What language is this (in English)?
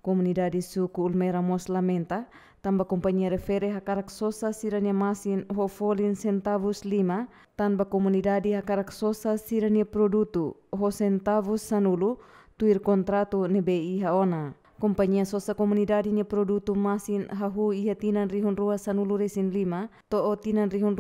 Tetum